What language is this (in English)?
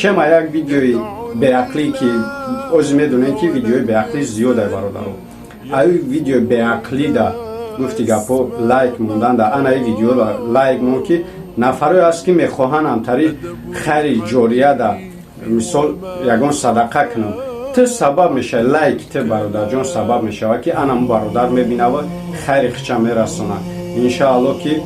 Tajik